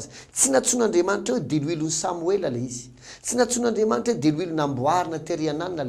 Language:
Malagasy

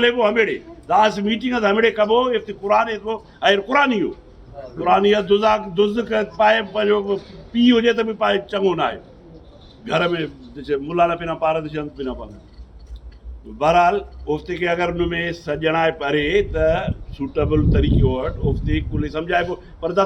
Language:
Brahui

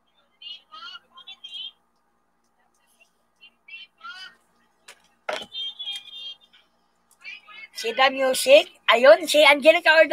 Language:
Filipino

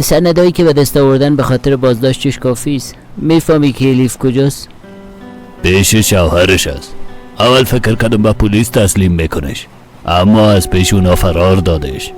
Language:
Persian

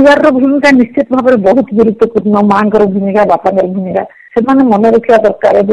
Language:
Odia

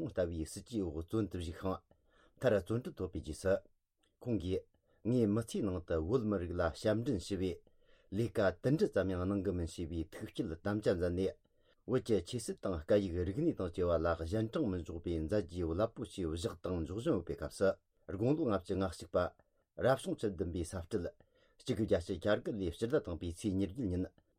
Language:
Tibetan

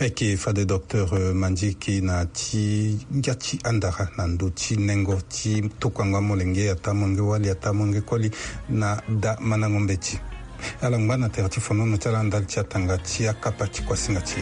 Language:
Sango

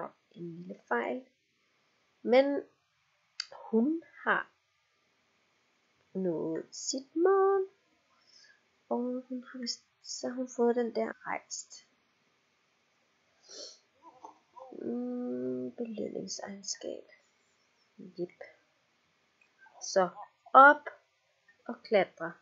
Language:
Danish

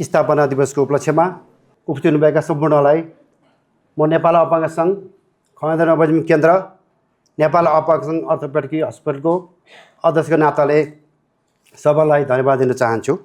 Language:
Nepali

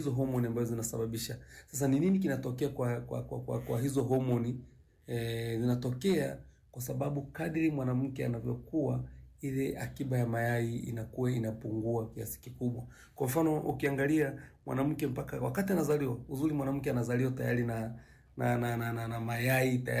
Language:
Swahili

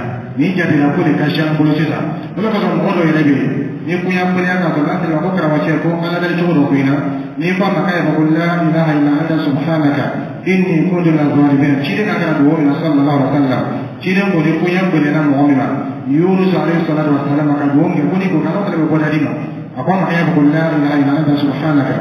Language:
Dyula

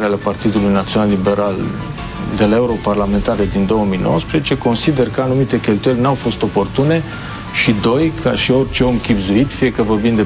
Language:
Romanian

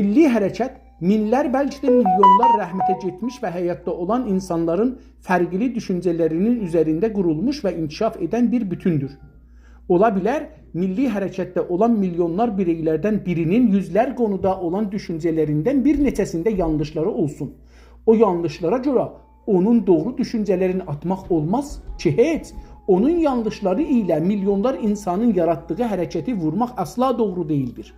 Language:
South Azerbaijani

